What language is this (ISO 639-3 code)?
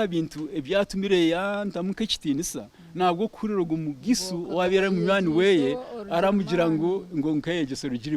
nyn